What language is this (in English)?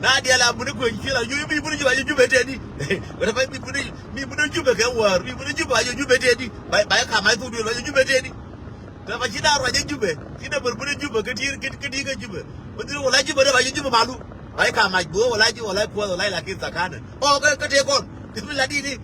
Nuer